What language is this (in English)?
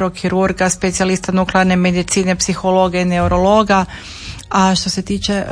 Croatian